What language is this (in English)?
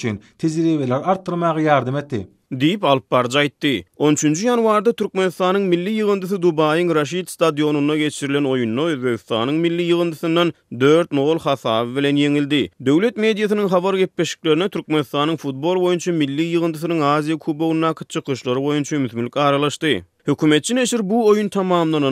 Turkmen